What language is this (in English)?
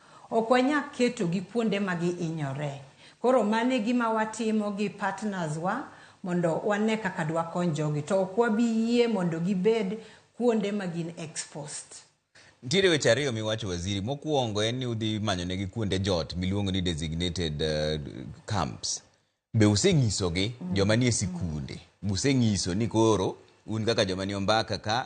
Luo (Kenya and Tanzania)